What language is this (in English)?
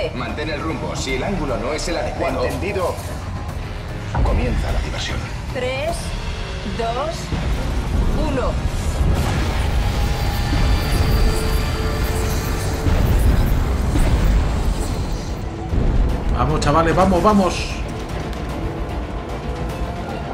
Spanish